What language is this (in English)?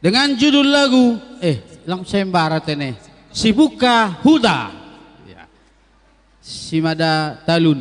Batak Simalungun